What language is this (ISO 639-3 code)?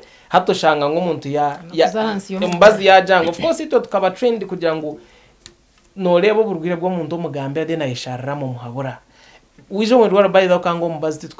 nyn